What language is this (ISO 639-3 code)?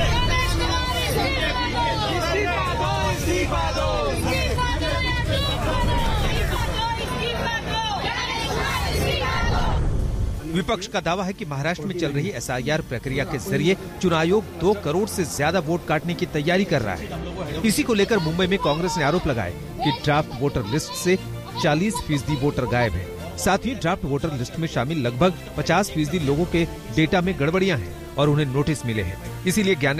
hin